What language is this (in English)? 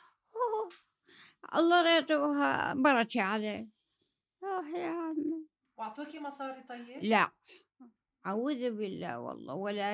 North Levantine Arabic